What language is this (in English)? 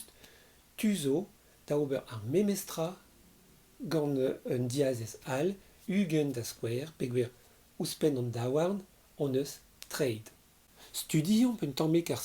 Breton